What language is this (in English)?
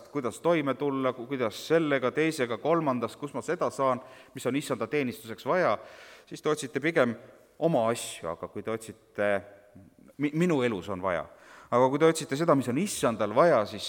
Estonian